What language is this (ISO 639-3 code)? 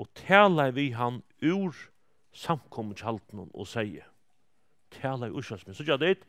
fao